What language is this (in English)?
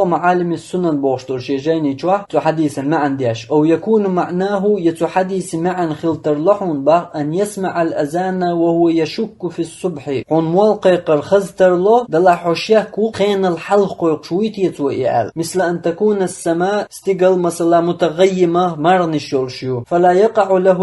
Chechen